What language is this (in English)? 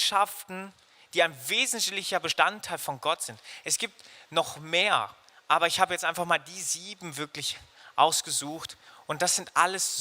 Swiss German